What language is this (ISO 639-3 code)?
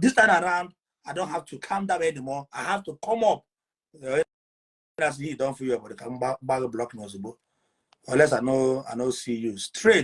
ibo